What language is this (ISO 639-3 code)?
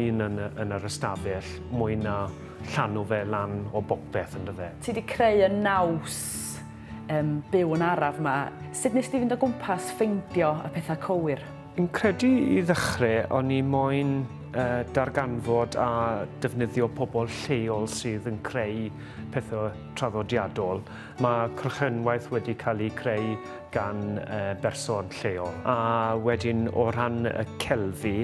cym